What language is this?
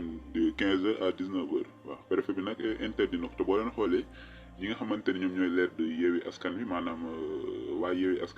Wolof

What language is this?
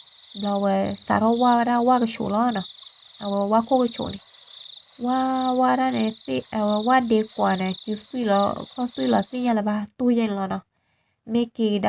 S'gaw Karen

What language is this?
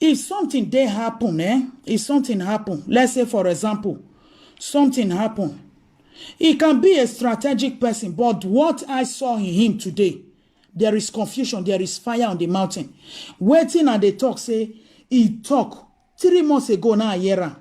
Nigerian Pidgin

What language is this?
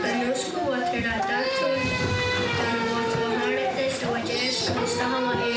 Mohawk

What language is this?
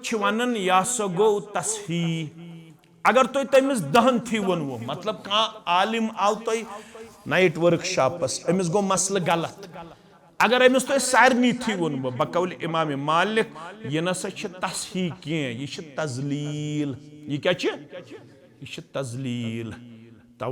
Kashmiri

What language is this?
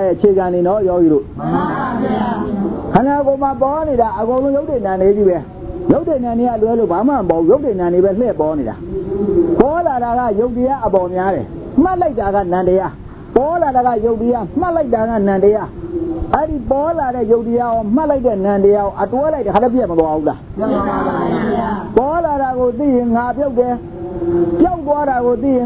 Burmese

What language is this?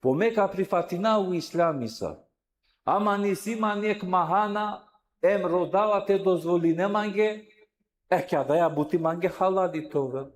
Balkan Romani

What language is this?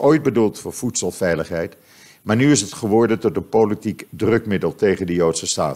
Dutch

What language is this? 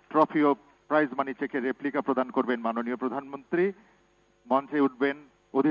Bangla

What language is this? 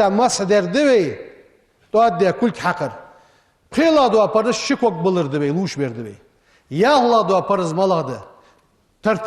Ingush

